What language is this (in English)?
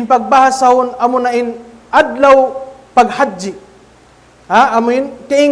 Tausug